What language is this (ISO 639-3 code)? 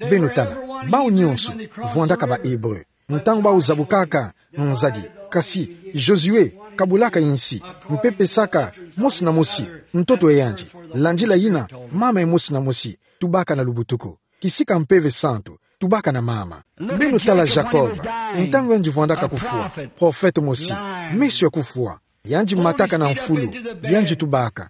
ktu